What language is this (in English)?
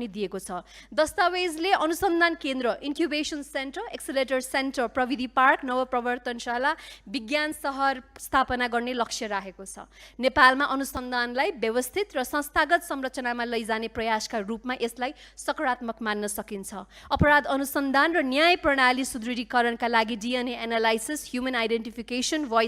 Nepali